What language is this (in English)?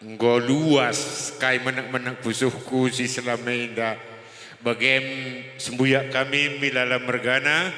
Batak Karo